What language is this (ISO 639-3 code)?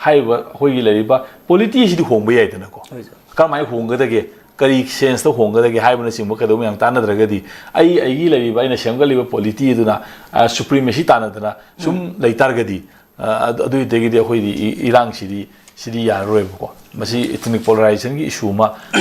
mni